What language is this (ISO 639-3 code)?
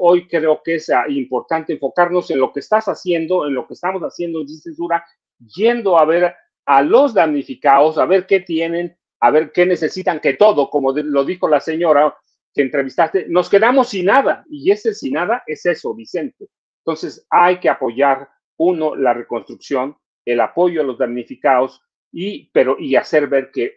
spa